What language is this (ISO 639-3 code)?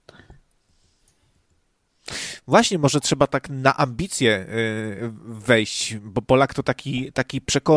pol